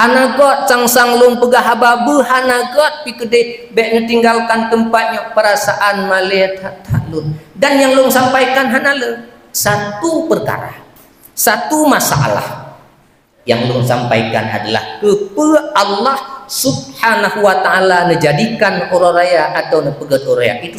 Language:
Achinese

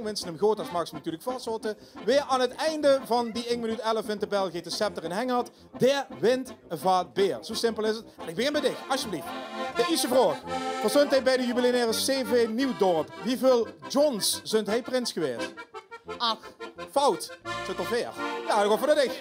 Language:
Limburgish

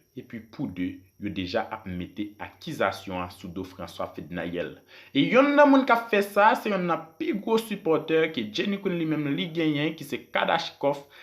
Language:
Haitian Creole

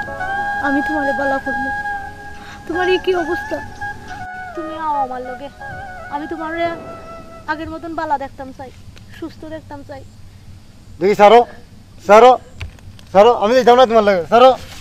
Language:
Sylheti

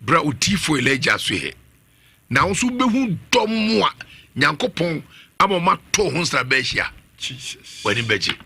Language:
Akan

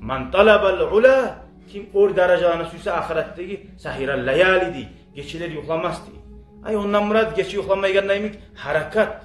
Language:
Kumyk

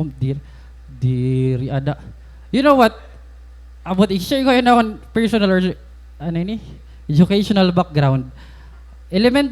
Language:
Waray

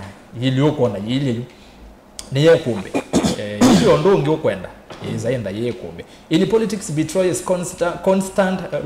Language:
Kamba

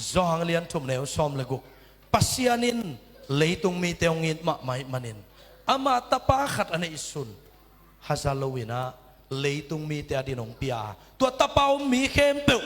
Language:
Tedim Chin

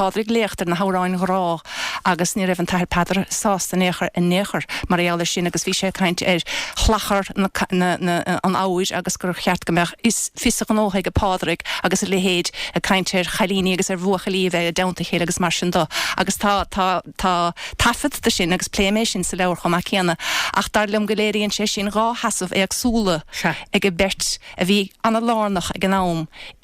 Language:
Irish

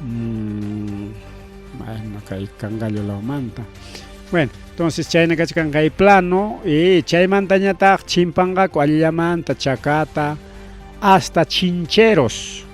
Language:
Ayacucho Quechua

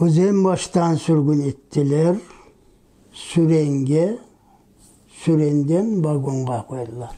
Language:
Crimean Tatar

